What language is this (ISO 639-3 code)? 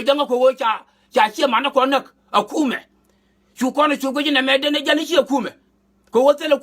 nus